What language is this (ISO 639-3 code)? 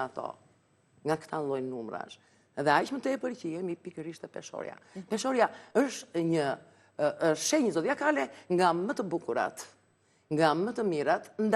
sqi